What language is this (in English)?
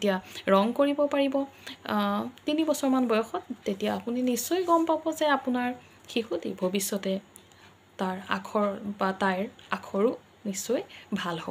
Assamese